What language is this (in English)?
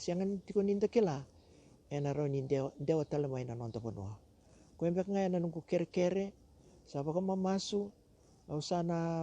Fijian